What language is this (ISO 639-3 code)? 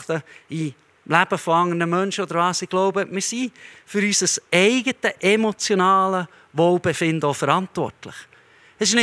gsw